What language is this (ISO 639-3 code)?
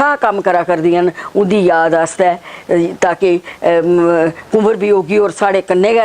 doi